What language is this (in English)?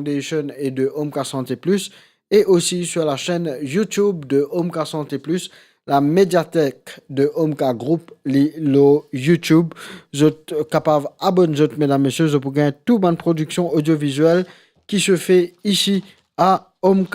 Morisyen